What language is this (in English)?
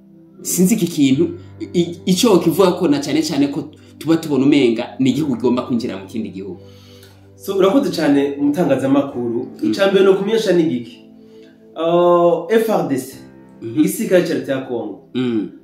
Rundi